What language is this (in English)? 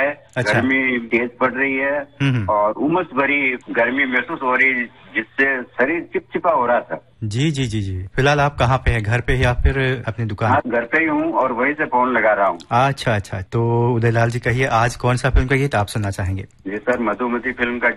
Hindi